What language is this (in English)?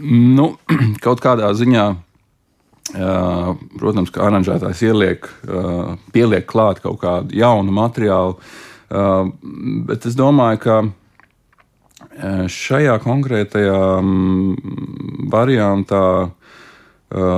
Latvian